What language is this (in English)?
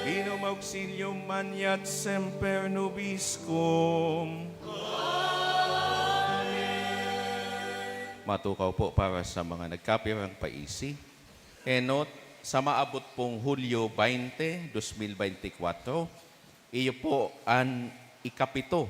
Bikol